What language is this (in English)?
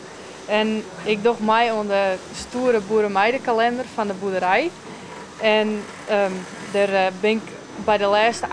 Western Frisian